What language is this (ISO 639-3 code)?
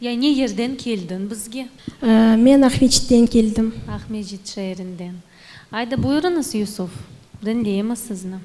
crh